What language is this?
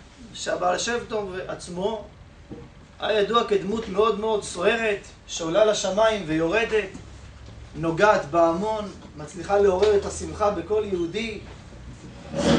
Hebrew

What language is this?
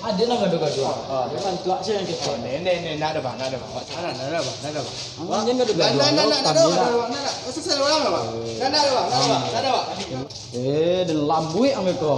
Minangkabau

